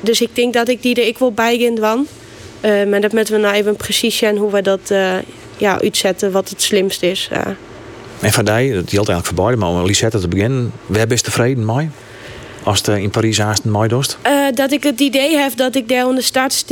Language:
Western Frisian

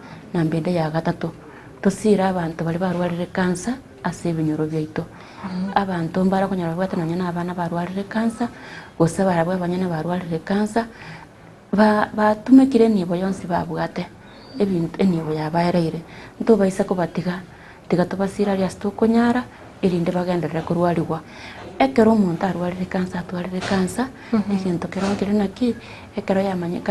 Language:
Gusii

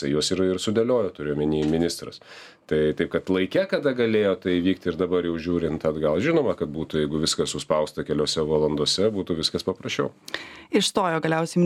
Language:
Lithuanian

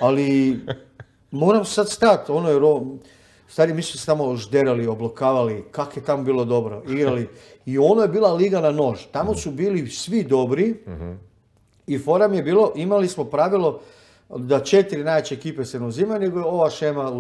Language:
Croatian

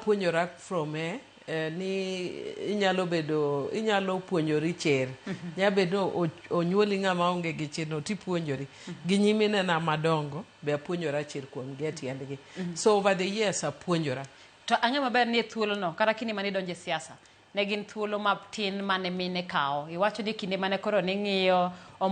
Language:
Luo (Kenya and Tanzania)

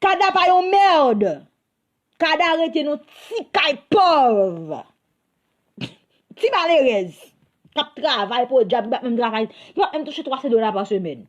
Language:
Haitian Creole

